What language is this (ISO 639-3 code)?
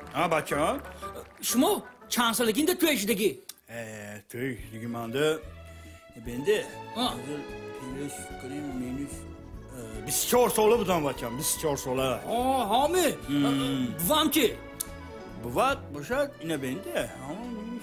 tgk